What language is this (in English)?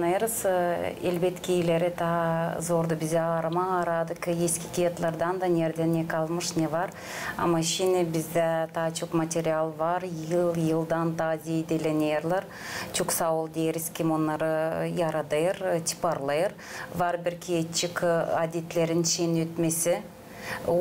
Gagauz